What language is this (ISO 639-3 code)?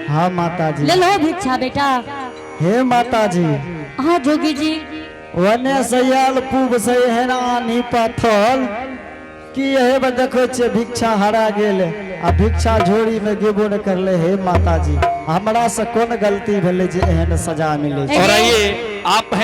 anp